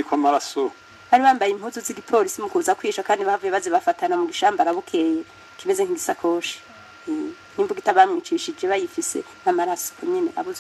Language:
Rundi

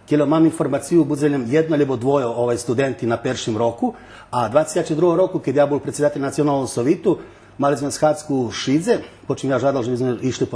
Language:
Rusyn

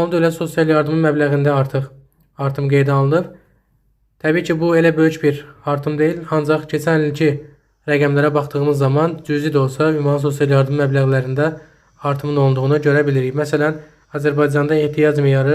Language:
Azerbaijani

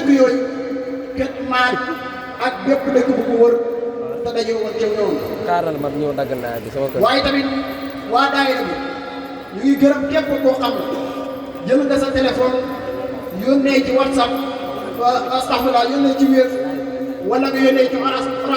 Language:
Wolof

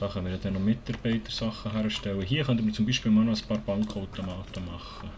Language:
Swiss German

